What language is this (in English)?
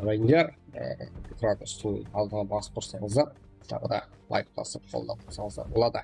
Kara-Kalpak